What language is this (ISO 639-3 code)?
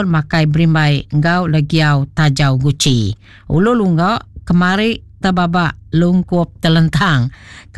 iba